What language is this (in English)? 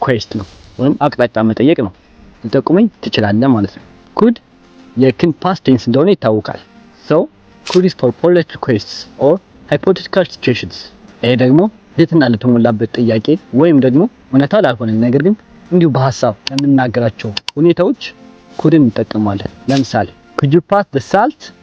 Amharic